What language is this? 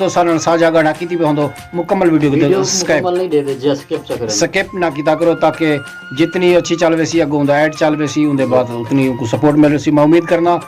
Saraiki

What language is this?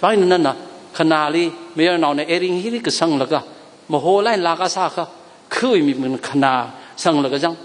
Tangkhul Naga (India)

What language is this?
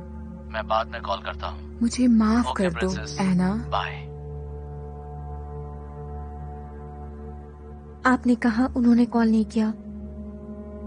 Hindi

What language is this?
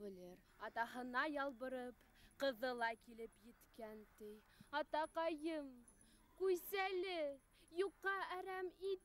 Bashkir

